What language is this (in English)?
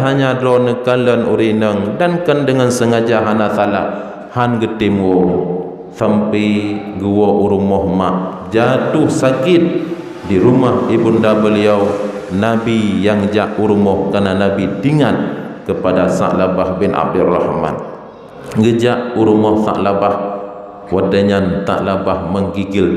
Achinese